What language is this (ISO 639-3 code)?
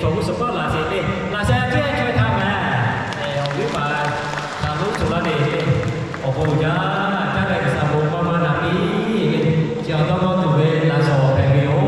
lhu